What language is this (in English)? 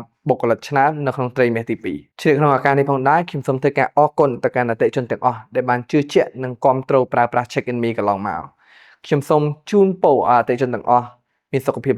Khmer